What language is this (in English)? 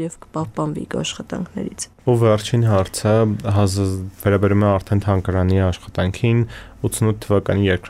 Armenian